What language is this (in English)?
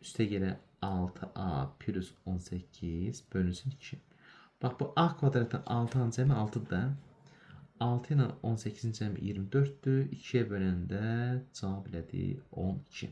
Azerbaijani